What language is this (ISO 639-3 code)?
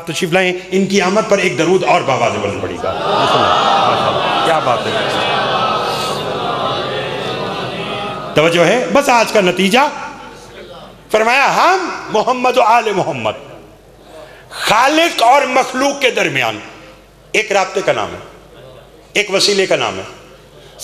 urd